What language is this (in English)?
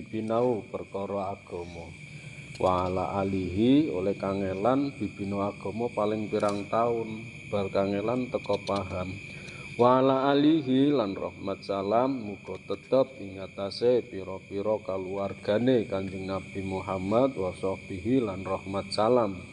Javanese